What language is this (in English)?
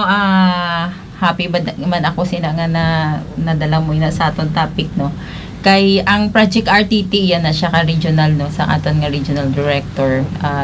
Hiligaynon